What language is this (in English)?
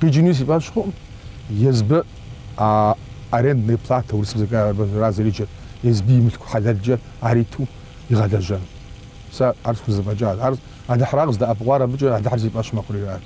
Kabardian